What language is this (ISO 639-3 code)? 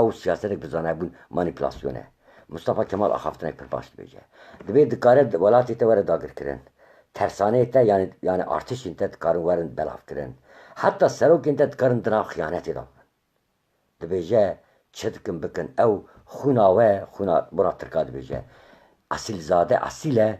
kur